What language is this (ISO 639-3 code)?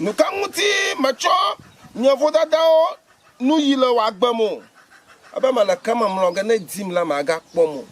ewe